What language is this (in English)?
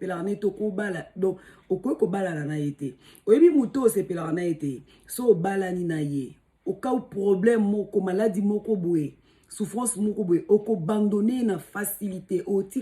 Lingala